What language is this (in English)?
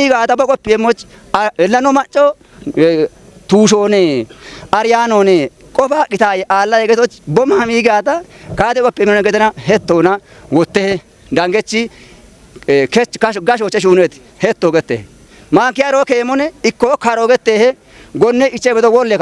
Kafa